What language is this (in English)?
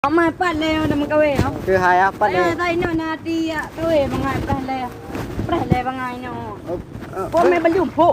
Achinese